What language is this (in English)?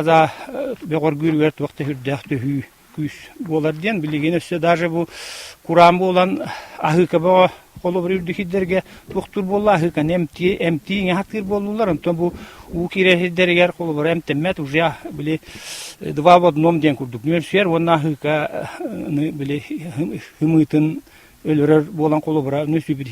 Yakut